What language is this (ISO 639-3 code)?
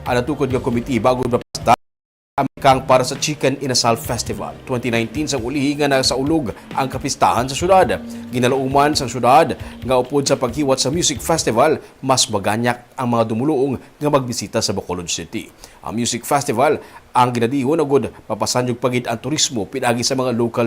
hil